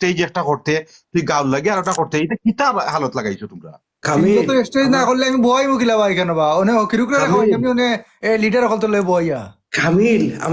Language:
Sylheti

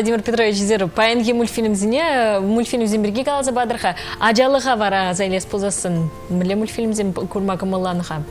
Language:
Chuvash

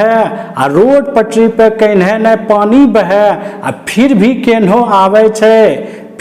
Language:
Angika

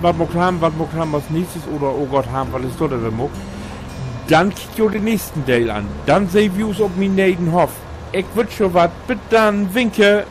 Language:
Low German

